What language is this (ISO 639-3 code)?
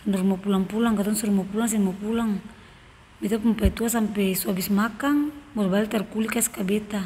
abs